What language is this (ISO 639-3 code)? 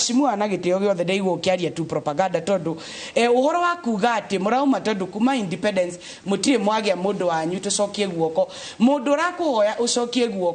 kik